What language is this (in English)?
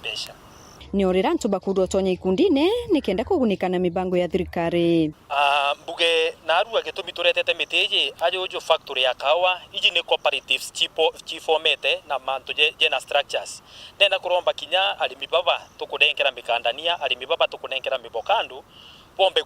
Meru